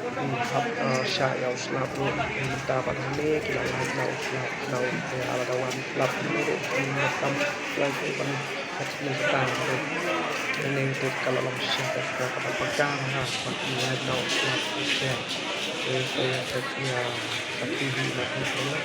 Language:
Khasi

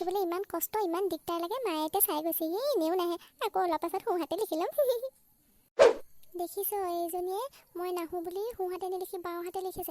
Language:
Assamese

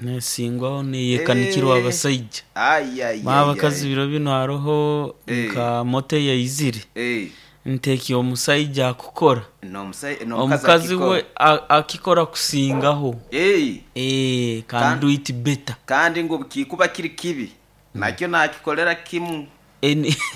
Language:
Nyoro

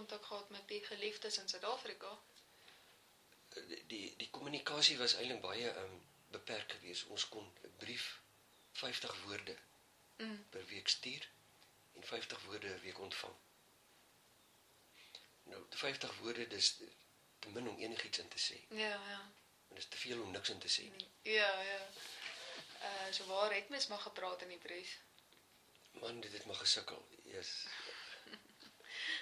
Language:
Afrikaans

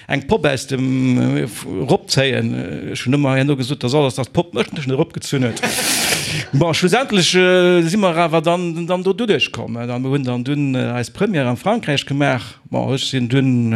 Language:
Luxembourgish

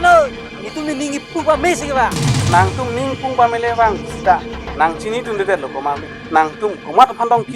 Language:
Karbi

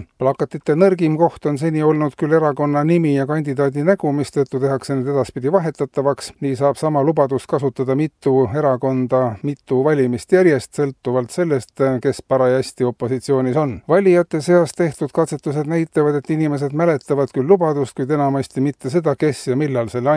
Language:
Estonian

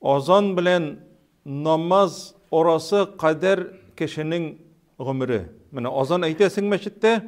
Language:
Tatar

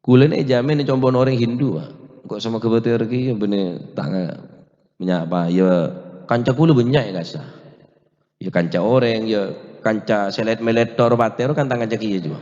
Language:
Madurese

